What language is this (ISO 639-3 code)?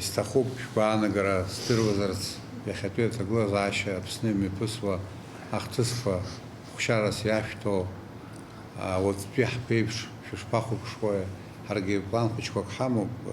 abk